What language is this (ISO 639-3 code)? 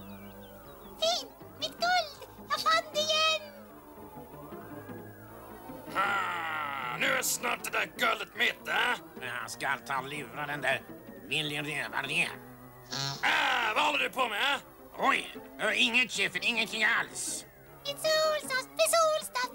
swe